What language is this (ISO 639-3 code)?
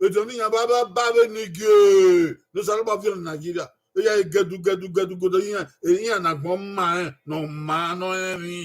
bin